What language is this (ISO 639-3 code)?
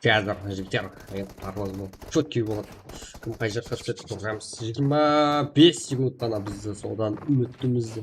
kaa